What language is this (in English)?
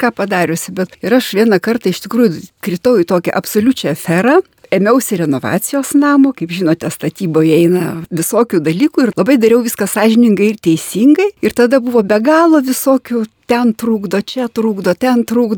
Lithuanian